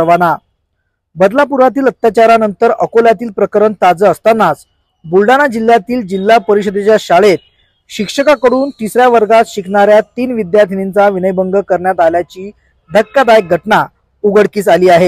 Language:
Marathi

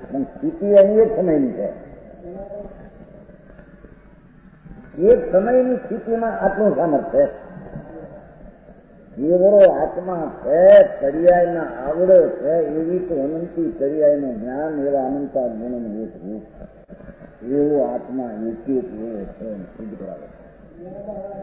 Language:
Gujarati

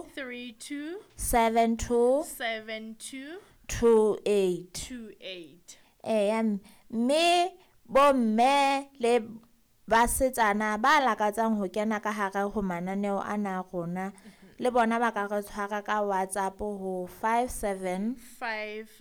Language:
Southern Sotho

